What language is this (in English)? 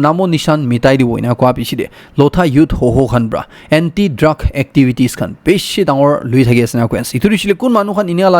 Naga Pidgin